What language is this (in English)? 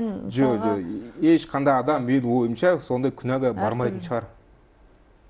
Kazakh